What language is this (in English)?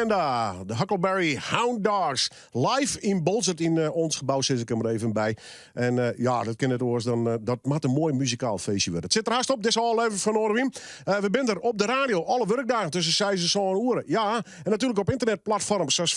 Western Frisian